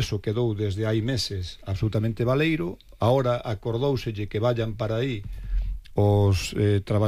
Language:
Galician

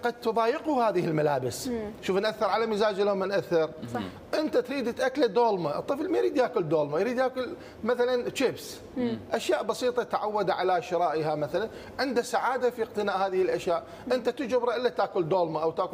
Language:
Mesopotamian Arabic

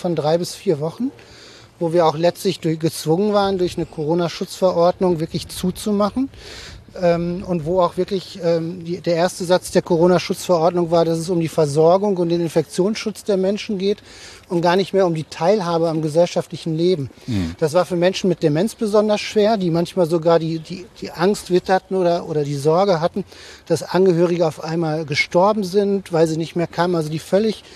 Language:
German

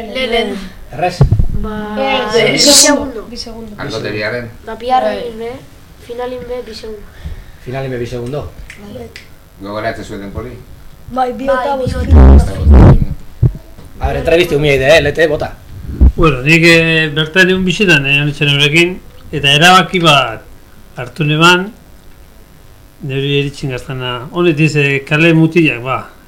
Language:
Basque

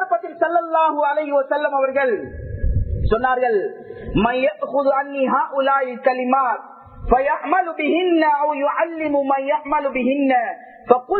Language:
Tamil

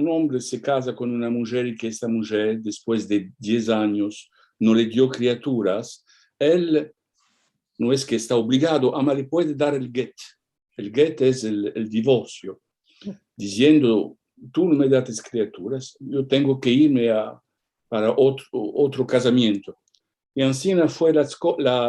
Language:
Ladino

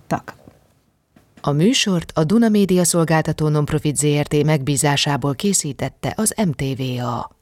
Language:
Hungarian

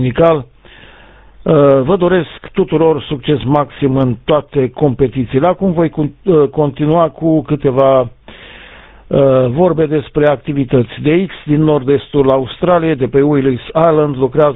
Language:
Romanian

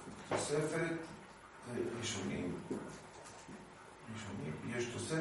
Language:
Hebrew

